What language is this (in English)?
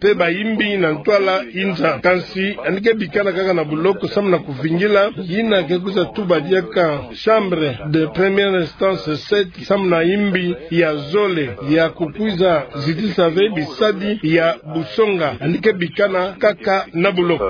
Kituba (Democratic Republic of Congo)